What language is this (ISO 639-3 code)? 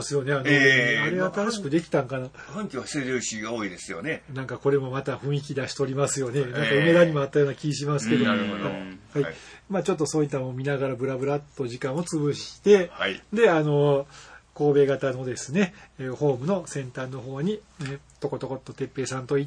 jpn